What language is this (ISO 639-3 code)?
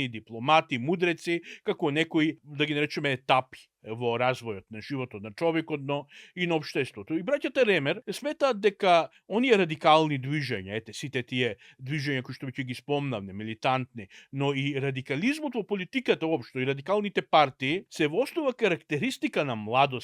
mkd